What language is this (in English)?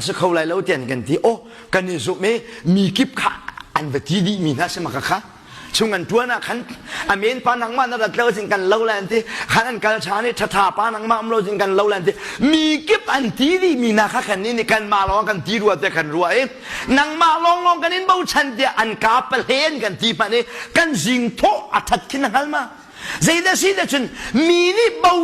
Hakha Chin